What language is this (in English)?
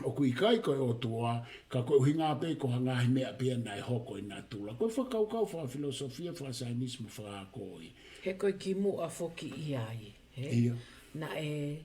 Tongan